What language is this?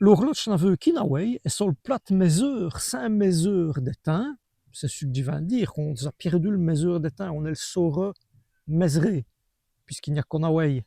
Walloon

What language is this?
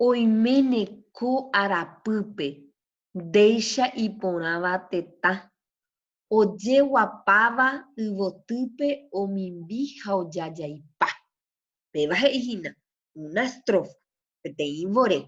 Guarani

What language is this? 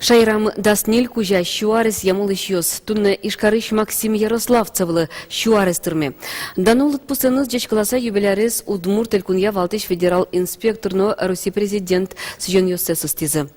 Udmurt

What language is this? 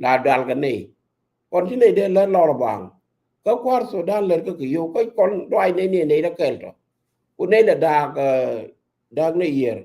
Nuer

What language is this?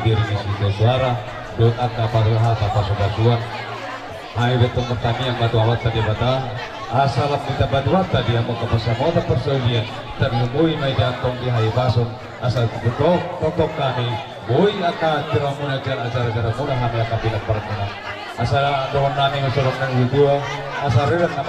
Batak Toba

